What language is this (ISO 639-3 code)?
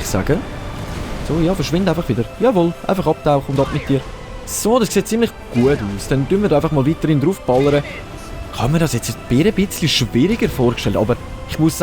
gsw